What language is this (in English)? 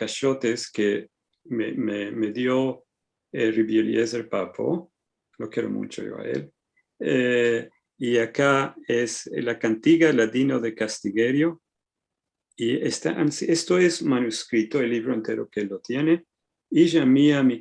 Ladino